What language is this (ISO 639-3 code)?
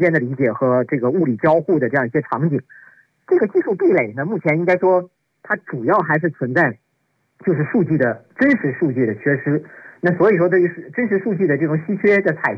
zho